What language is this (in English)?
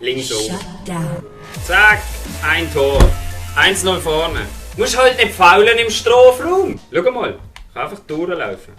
Swiss German